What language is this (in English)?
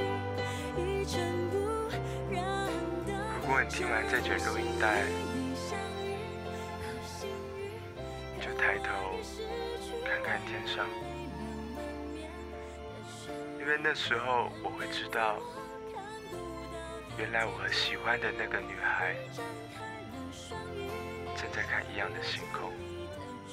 Chinese